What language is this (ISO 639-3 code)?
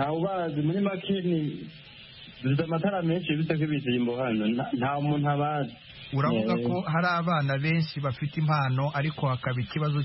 kin